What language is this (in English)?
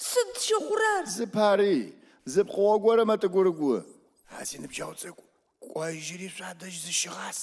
Adyghe